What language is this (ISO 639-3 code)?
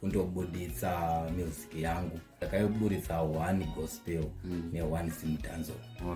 sna